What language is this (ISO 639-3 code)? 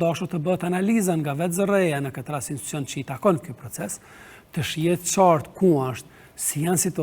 sqi